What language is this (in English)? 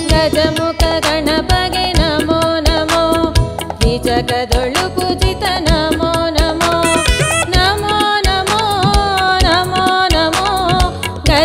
Kannada